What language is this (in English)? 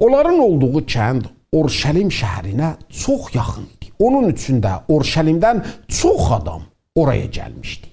South Azerbaijani